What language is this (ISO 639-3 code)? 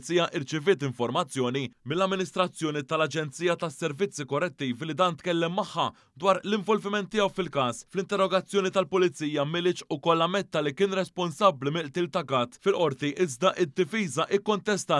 mlt